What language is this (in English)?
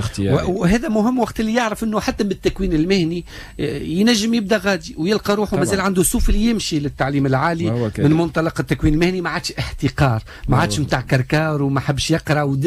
Tunisian Arabic